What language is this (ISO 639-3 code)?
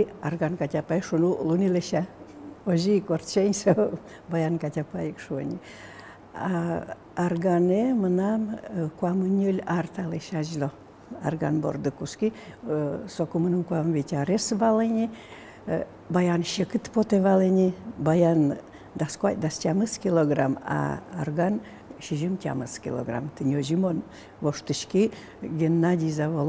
udm